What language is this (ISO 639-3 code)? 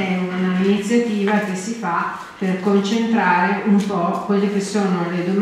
ita